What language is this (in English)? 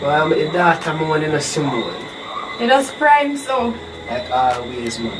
Jamaican Creole English